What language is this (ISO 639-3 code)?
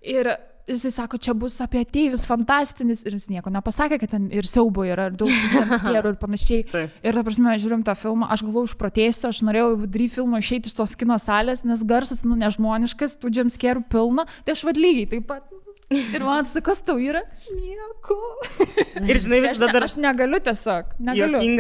lit